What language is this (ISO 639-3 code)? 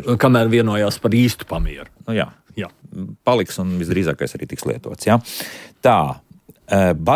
lav